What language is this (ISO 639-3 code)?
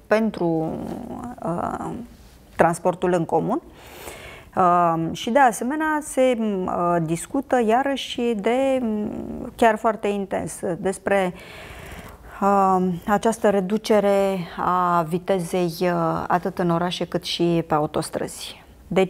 ron